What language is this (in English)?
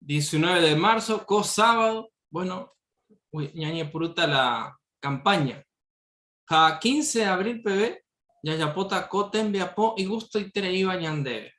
Guarani